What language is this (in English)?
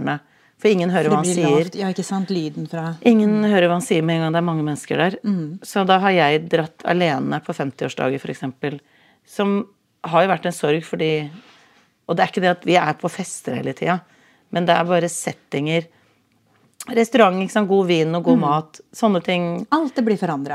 Norwegian